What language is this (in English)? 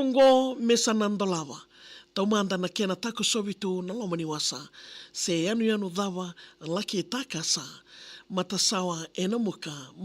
Fijian